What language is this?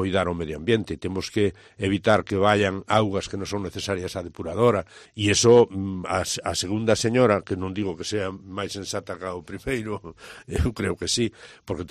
Galician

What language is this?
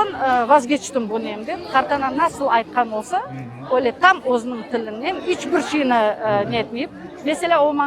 Crimean Tatar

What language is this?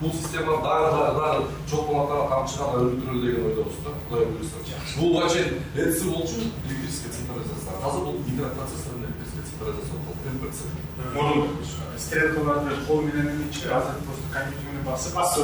Kyrgyz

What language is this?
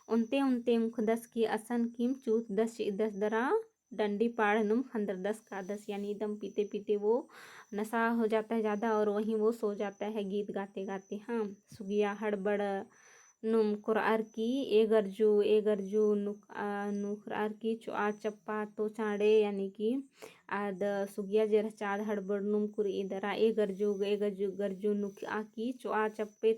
Kurukh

